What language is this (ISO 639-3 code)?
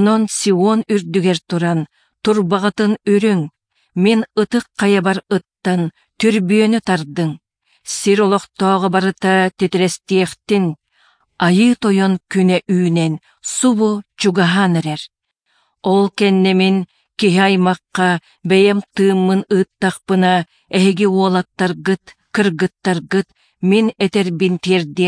sah